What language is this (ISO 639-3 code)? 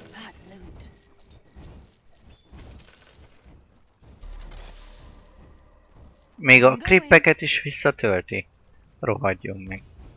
hun